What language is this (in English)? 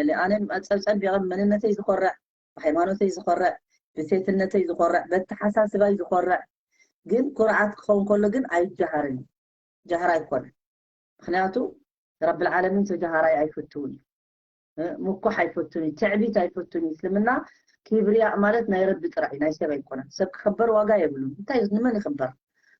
Tigrinya